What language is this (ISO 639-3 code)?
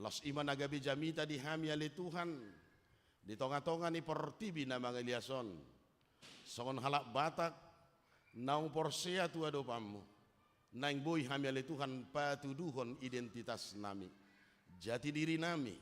bbc